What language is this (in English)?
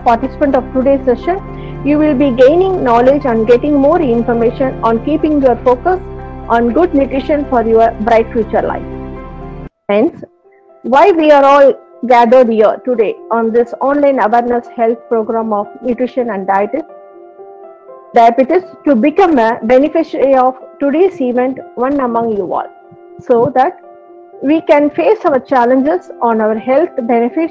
English